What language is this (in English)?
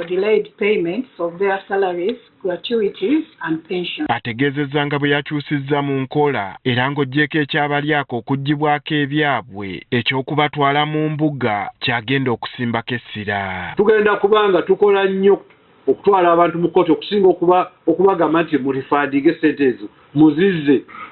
Ganda